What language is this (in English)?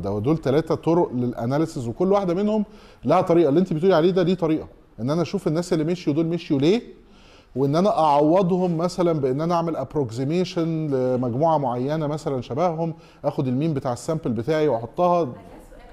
Egyptian Arabic